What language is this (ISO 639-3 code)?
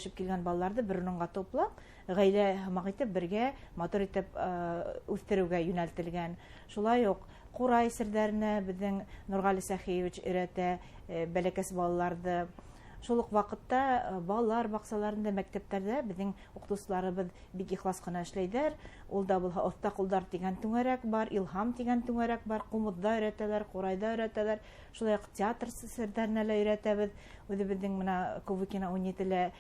bak